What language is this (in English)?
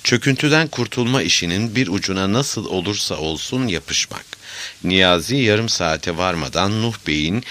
Turkish